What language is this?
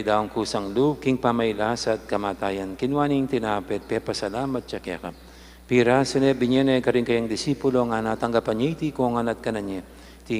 Pampanga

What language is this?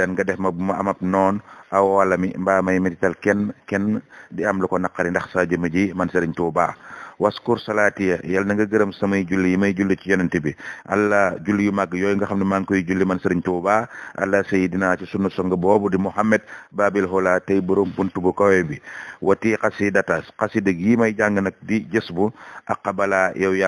Wolof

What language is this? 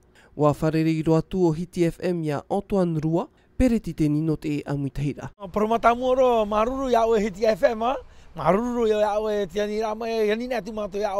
Tahitian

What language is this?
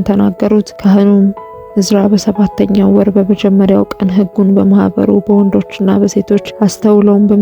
Amharic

